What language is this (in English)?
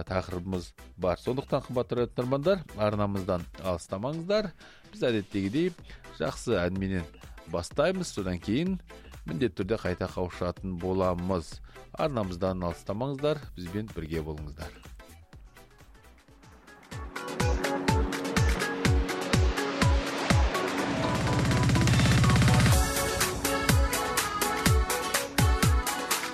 Kazakh